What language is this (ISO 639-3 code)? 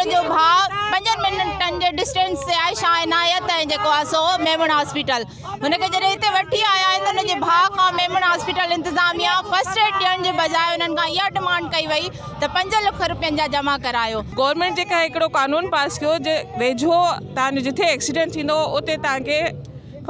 snd